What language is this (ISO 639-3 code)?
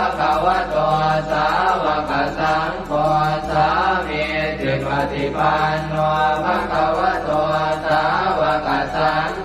pli